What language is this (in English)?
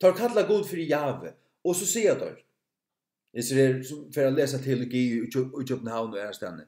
Faroese